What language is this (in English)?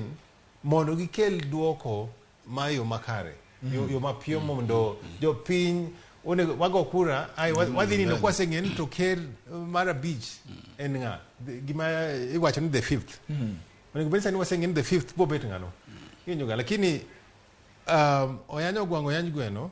Luo (Kenya and Tanzania)